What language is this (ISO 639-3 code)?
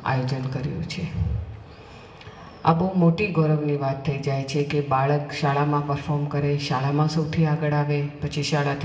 guj